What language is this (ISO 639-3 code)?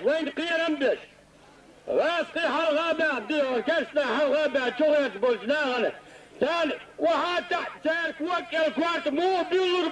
che